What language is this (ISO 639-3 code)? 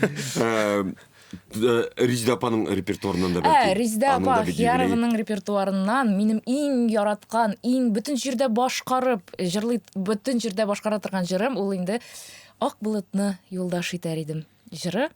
tat